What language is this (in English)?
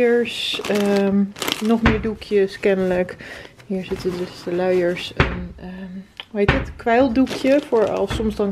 Dutch